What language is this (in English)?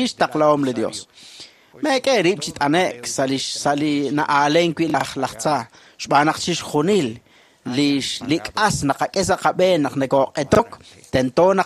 Kekchí